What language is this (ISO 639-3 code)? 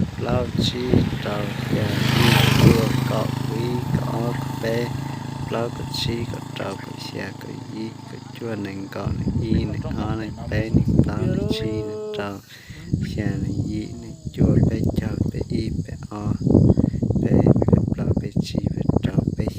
hmn